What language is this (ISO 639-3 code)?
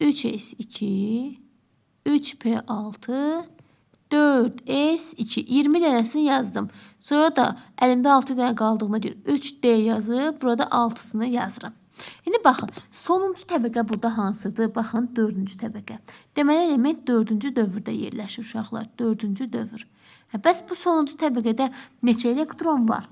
aze